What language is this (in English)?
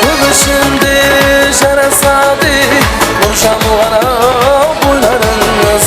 Kara-Kalpak